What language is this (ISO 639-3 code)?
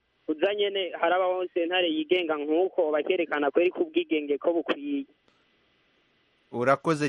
kin